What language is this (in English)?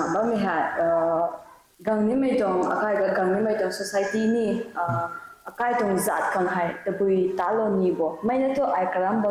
Rongmei Naga